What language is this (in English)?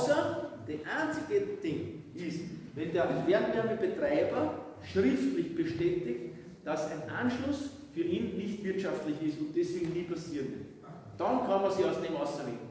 German